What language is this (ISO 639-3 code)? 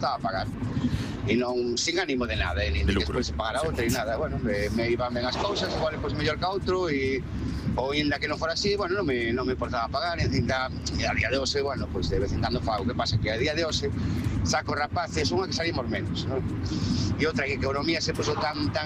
glg